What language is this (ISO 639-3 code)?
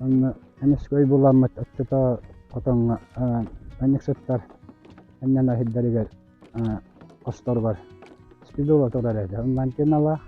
sah